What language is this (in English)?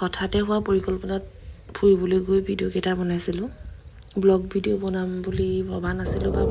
Assamese